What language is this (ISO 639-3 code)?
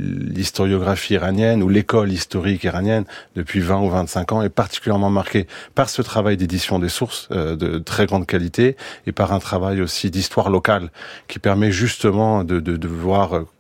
fra